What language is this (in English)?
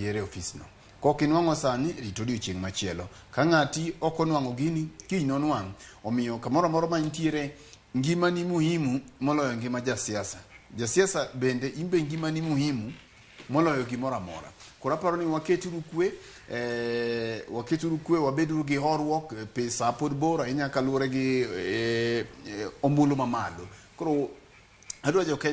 Luo (Kenya and Tanzania)